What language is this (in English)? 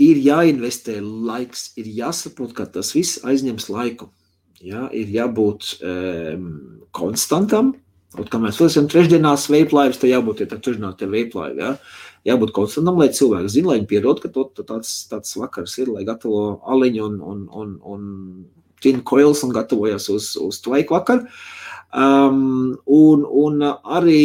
Latvian